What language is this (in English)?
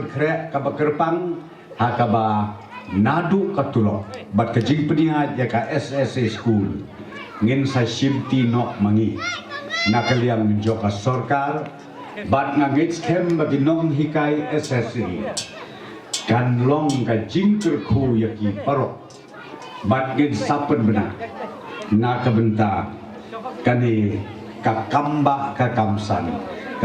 Khasi